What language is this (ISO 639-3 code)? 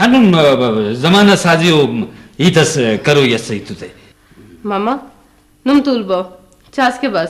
brh